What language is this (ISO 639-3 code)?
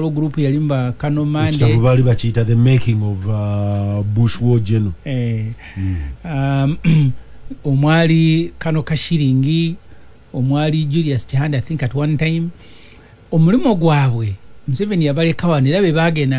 lug